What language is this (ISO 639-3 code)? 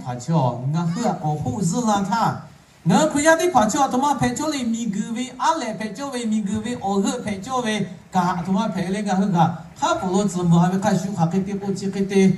lhu